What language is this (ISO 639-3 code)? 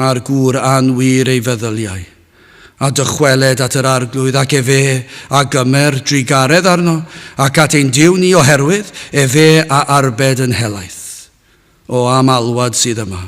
cym